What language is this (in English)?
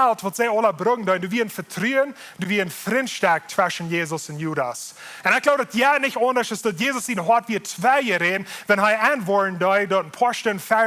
Plautdietsch